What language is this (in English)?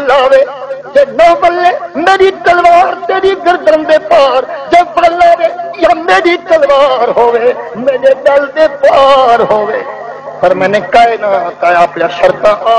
Saraiki